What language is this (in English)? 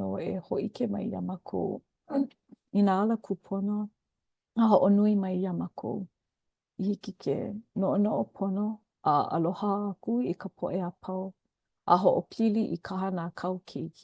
Hawaiian